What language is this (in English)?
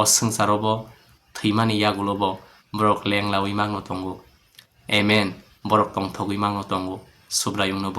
Kok Borok